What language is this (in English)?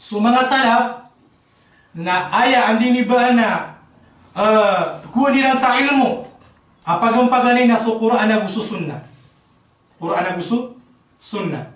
Maranao